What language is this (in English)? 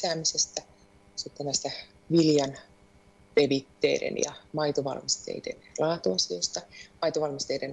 Finnish